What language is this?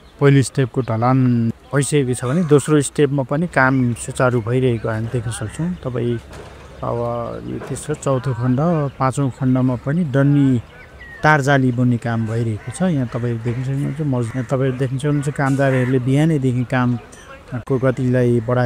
Nepali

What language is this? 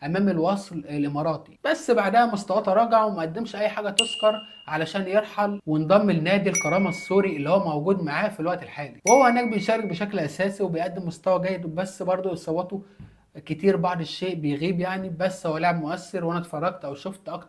Egyptian Arabic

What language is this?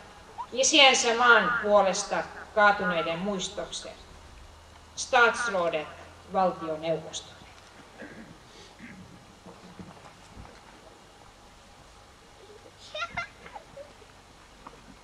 Swedish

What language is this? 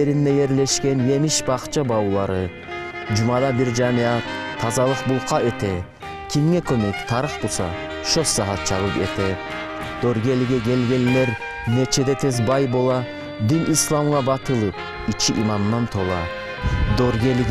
Kumyk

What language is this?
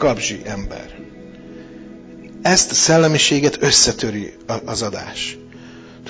Hungarian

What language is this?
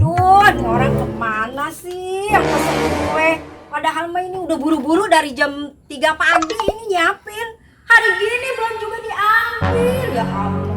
Betawi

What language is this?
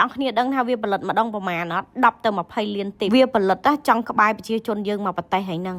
Khmer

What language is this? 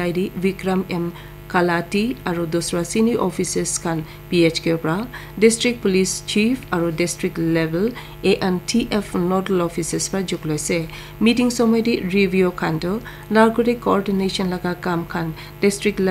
Naga Pidgin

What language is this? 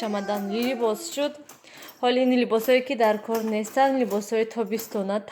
Tajik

